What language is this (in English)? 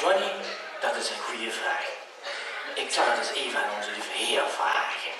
Limburgish